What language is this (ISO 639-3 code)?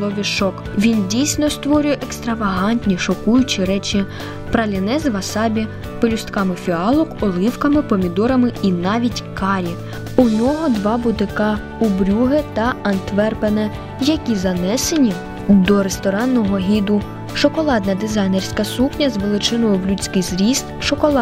ukr